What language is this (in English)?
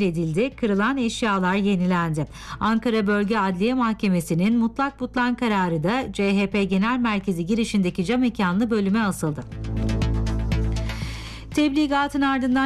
Turkish